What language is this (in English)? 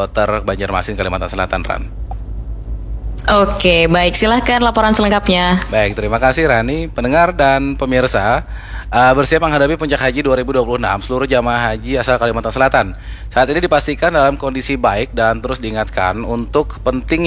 Indonesian